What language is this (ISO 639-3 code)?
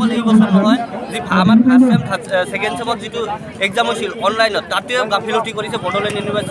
asm